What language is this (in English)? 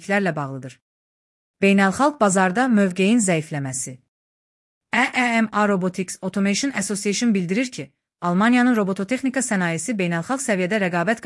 Azerbaijani